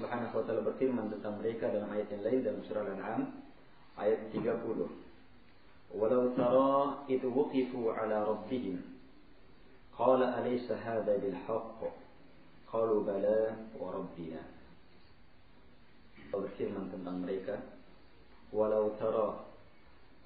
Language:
Indonesian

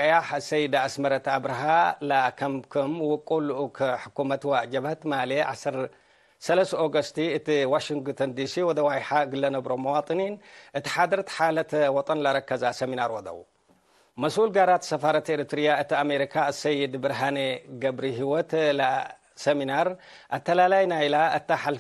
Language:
Tigre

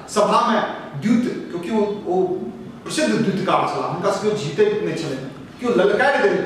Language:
Maithili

